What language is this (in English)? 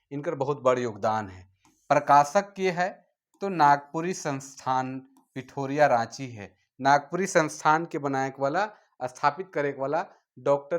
Sadri